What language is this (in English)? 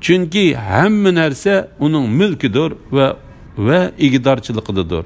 Uyghur